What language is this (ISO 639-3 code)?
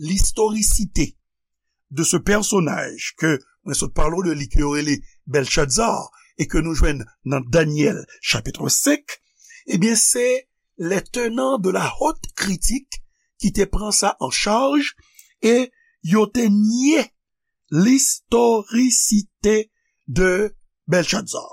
hat